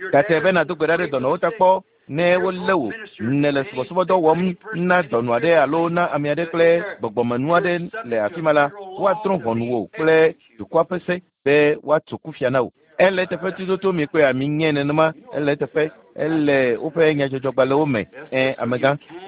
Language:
Ewe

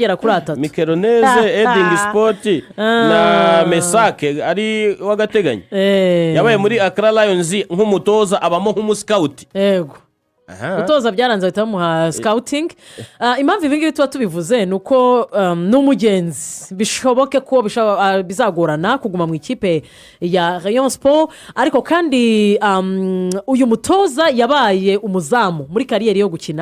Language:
Kinyarwanda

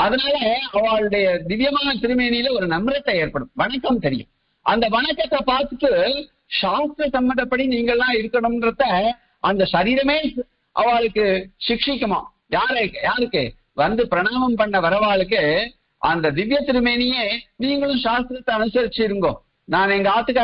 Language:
Tamil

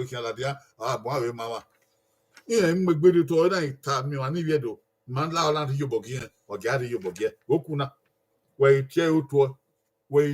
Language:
Bini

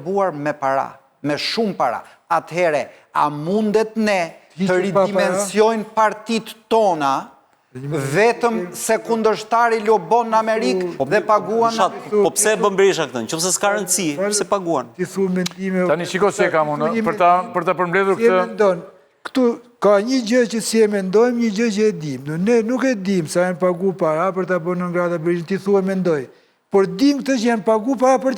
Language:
Albanian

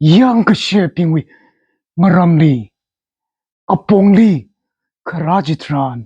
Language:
Tangkhul Naga (India)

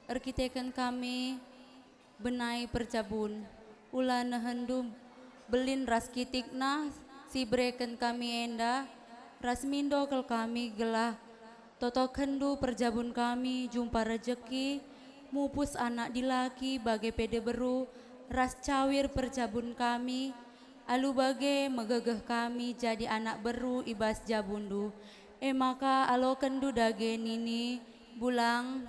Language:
Batak Karo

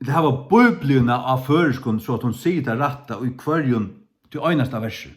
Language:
Faroese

